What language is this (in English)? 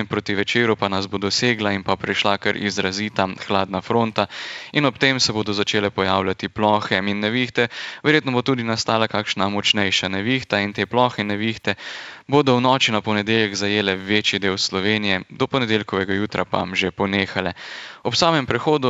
Slovenian